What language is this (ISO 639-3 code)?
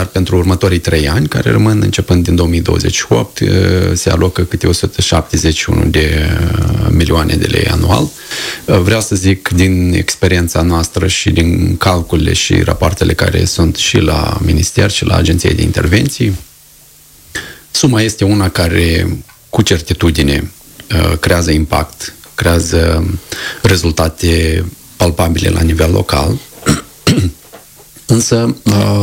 ron